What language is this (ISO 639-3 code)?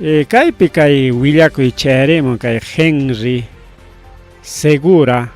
quy